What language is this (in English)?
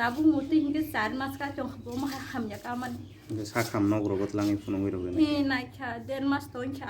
Kok Borok